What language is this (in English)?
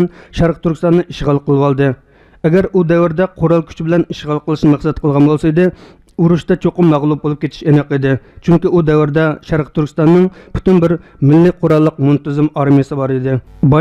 Uyghur